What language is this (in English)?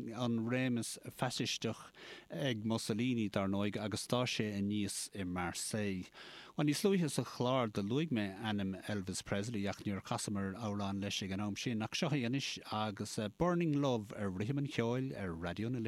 Irish